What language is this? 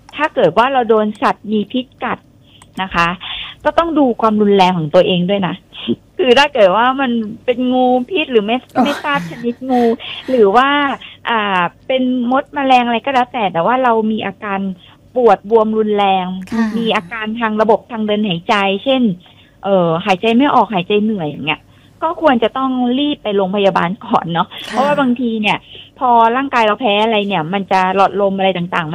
Thai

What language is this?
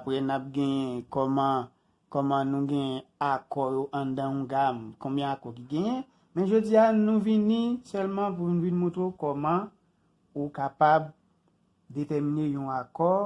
Haitian Creole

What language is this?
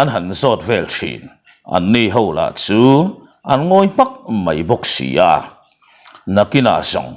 Mizo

